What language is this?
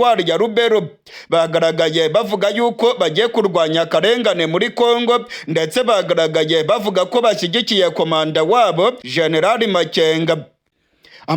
Rundi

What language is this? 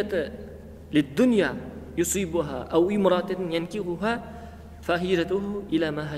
Kazakh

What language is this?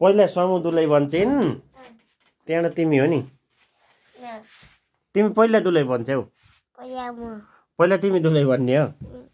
Nepali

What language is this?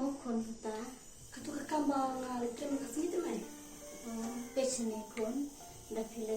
Khasi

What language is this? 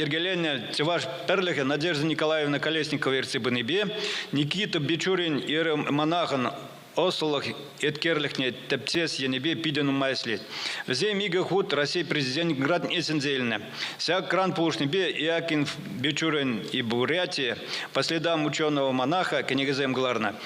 Chuvash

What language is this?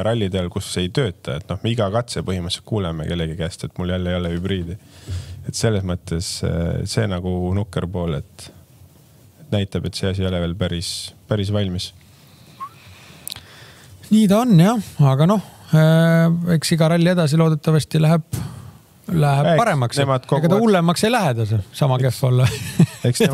Estonian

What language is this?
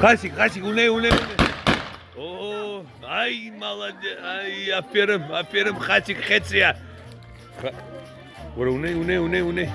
Abkhazian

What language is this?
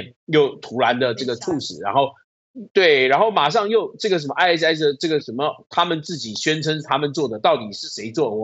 Chinese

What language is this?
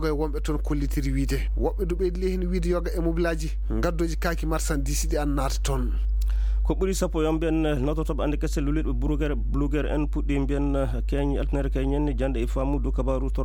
Fula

